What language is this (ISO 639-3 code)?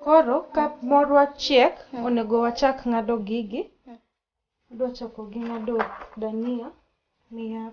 luo